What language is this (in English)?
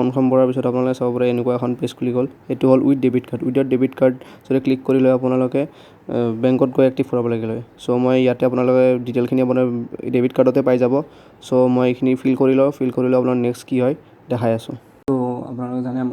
Assamese